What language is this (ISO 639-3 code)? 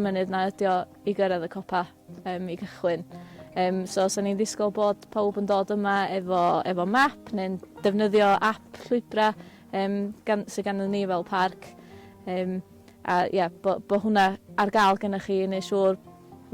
cym